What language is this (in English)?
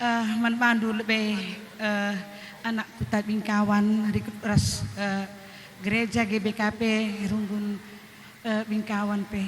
Batak Karo